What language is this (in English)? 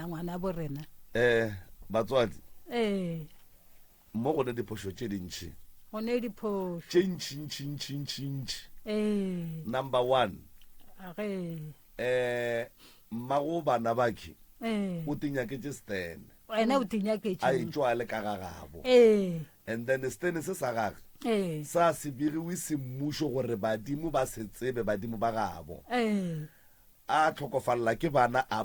Northern Sotho